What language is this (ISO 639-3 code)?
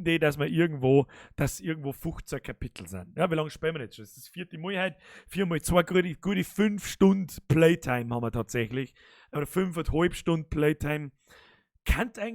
bar